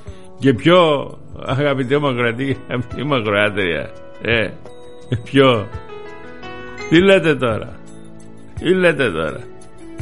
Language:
Greek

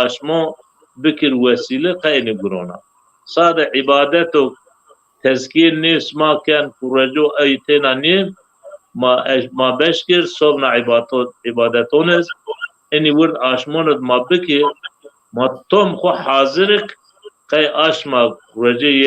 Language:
Zaza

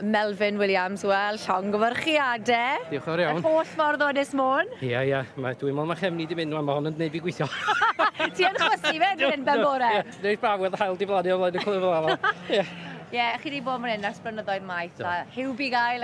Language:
Welsh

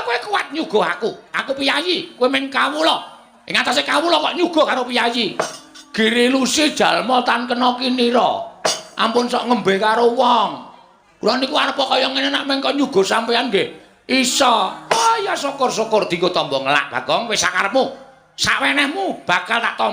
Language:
Javanese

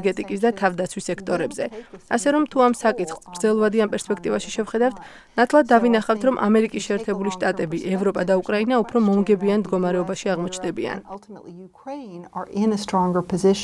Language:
Georgian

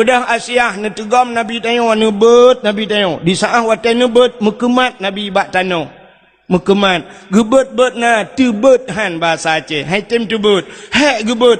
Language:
Achinese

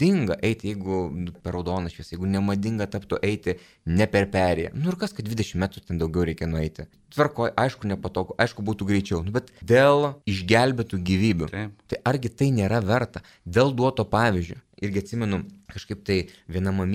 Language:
Lithuanian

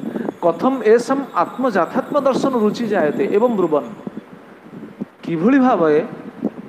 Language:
Odia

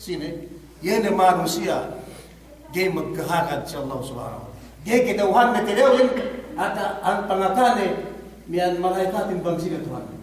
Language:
Yakan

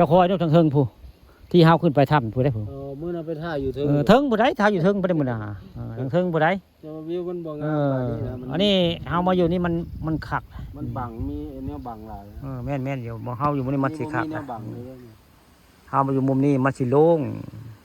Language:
Northeastern Thai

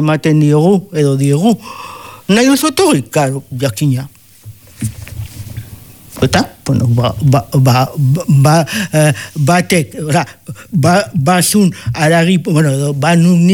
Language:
Basque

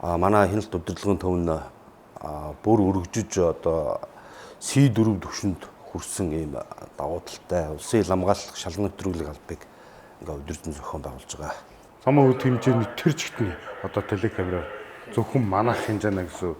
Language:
Mongolian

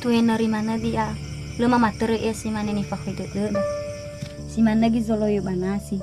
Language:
Nias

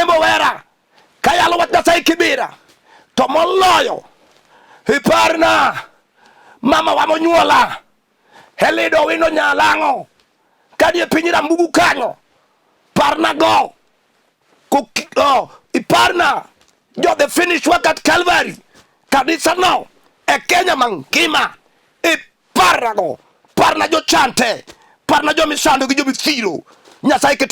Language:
Luo (Kenya and Tanzania)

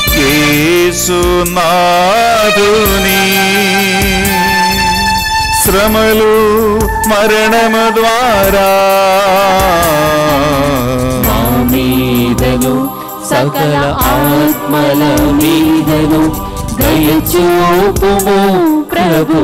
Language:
Telugu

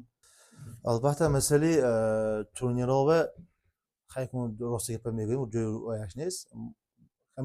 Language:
Tajik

